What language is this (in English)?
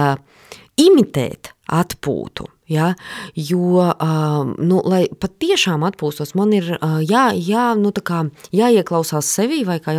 Latvian